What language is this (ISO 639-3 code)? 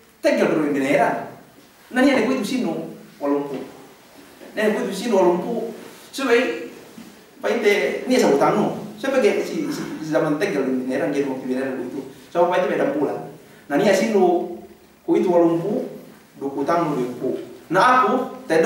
yka